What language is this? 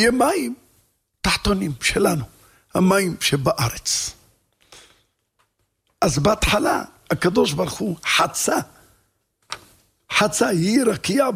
Hebrew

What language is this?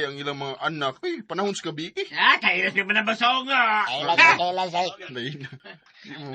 Cebuano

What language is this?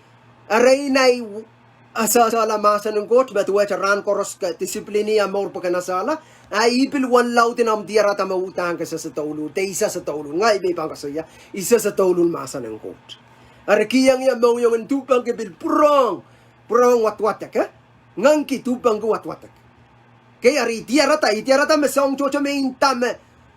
Pohnpeian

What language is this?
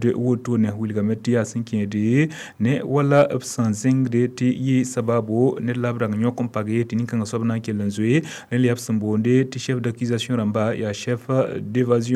Mossi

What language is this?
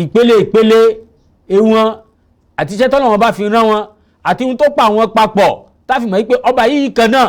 Yoruba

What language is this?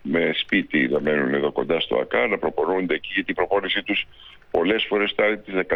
Greek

